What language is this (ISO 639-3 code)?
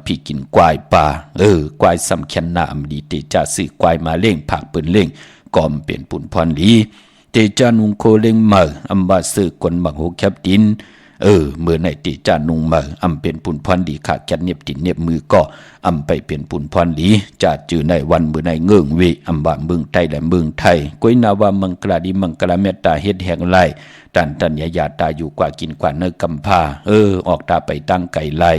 shn